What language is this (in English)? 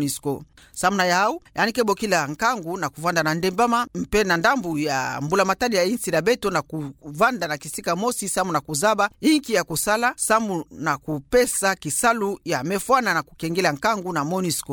Kituba (Democratic Republic of Congo)